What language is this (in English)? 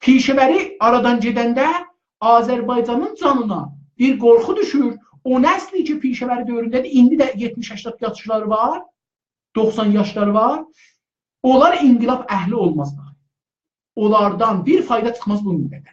South Azerbaijani